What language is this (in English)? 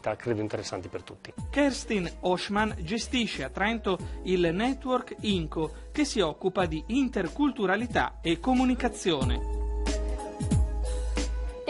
Italian